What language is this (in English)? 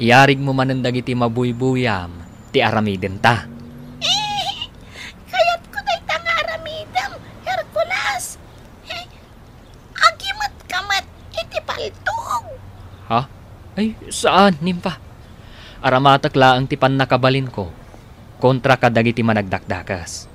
Iloko